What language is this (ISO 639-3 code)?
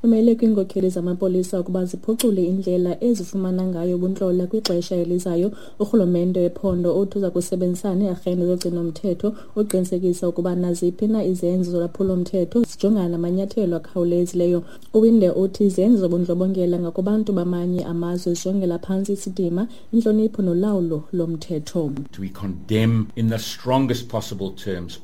xho